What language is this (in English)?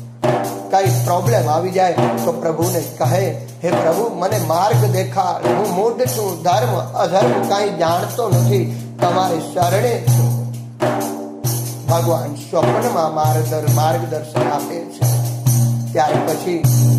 Gujarati